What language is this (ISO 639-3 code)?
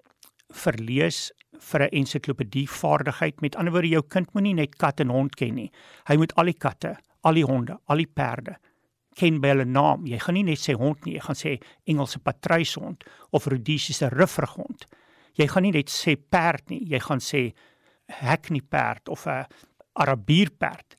afr